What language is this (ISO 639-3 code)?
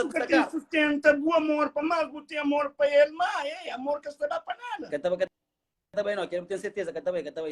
kea